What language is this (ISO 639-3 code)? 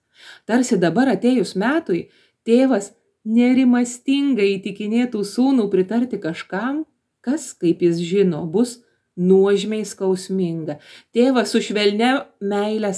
lit